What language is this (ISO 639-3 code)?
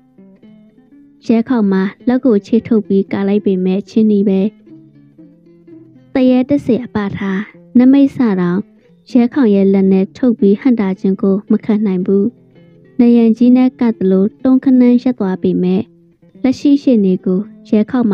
mya